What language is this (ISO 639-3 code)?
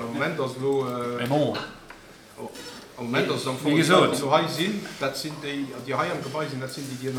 ltz